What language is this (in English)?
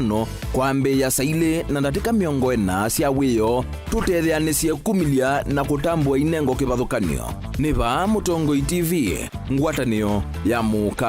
Kamba